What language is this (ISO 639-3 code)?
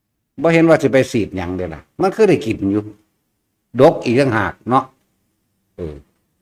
tts